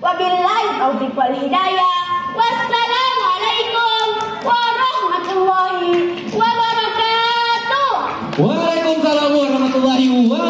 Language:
Buginese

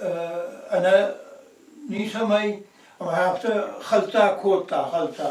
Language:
Ossetic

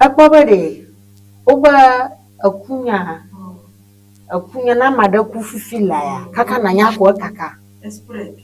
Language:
Ewe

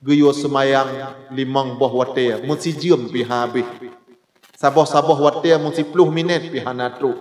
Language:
Achinese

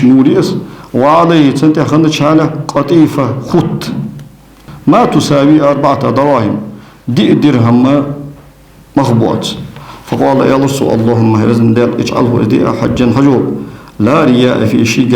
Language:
Ingush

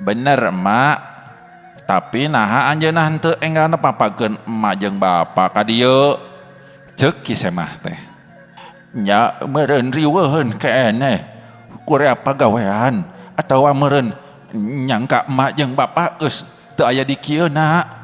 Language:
Sundanese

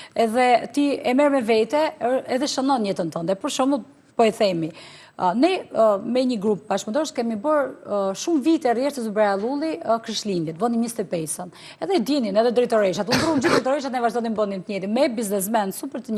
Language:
Albanian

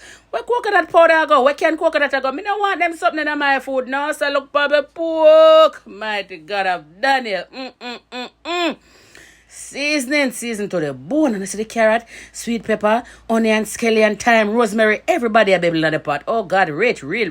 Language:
Jamaican Creole English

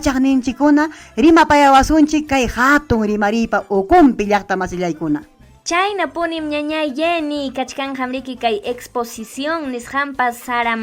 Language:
Ayacucho Quechua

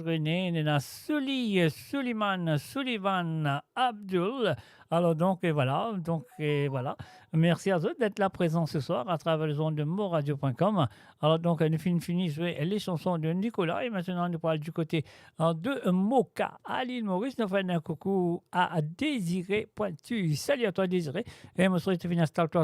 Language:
Morisyen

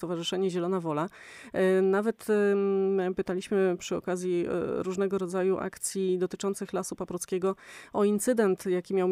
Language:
Polish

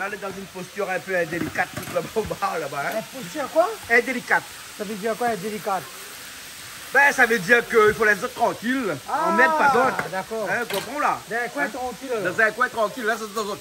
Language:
Réunion Creole French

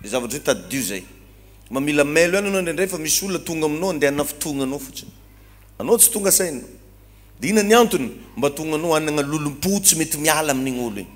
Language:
Malagasy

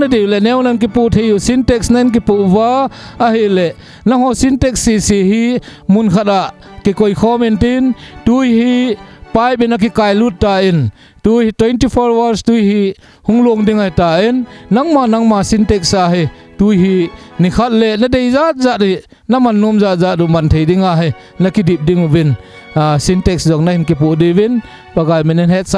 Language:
Thado Chin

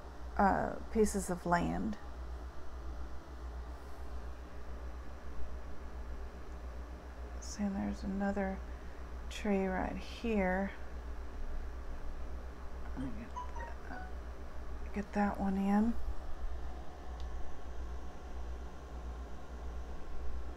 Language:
English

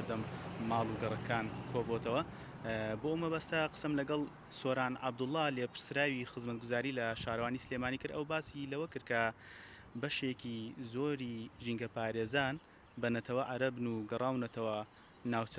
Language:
Central Kurdish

